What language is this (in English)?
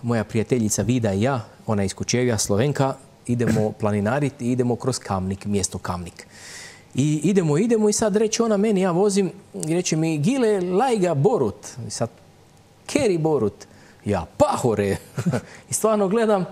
Croatian